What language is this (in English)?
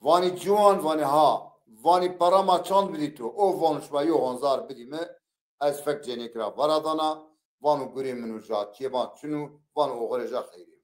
Zaza